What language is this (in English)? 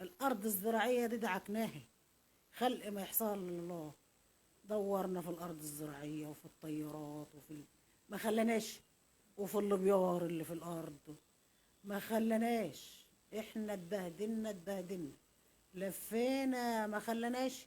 Egyptian Arabic